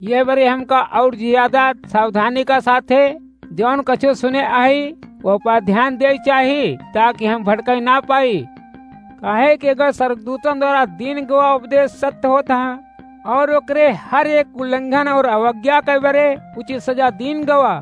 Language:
Awadhi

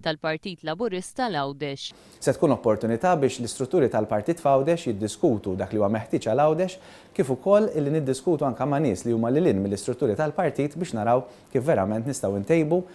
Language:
Maltese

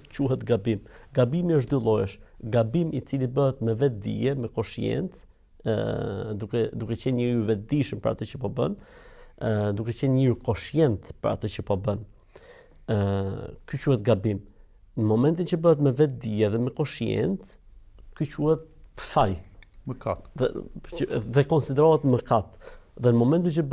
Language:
Albanian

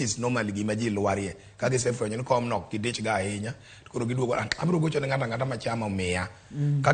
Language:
Luo (Kenya and Tanzania)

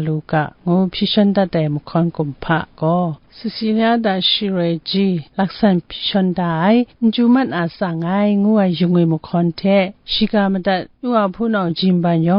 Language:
Kachin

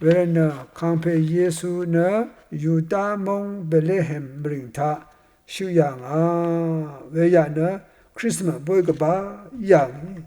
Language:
Rawang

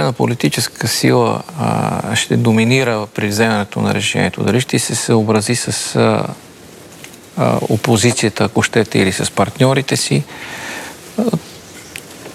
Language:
Bulgarian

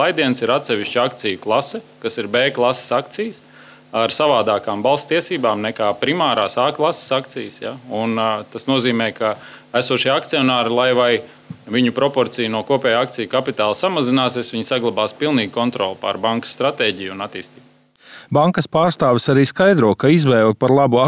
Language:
Latvian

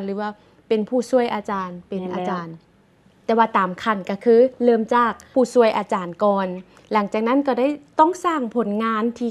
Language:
Lao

